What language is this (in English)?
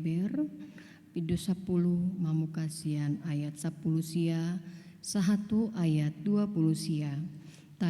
Batak Toba